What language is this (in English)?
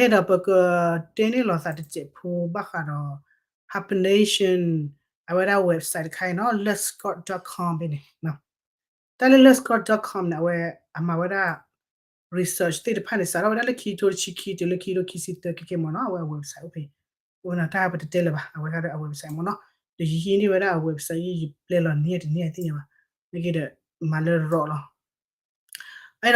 S'gaw Karen